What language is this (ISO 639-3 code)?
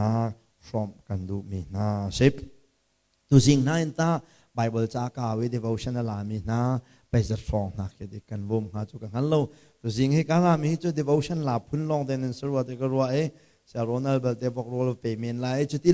cnh